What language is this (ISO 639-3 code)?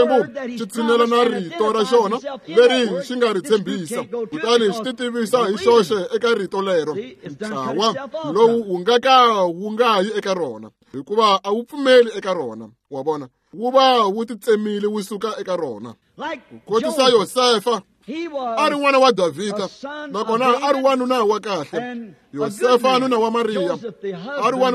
tso